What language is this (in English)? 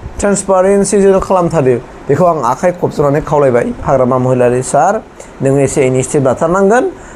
Bodo